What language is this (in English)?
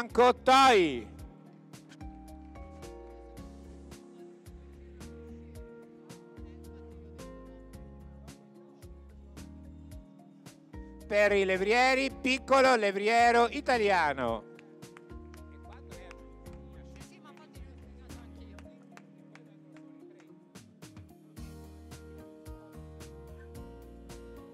Italian